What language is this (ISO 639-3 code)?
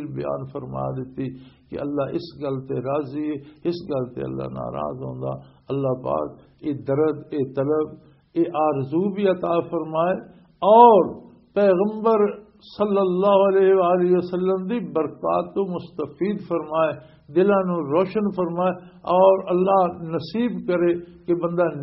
lah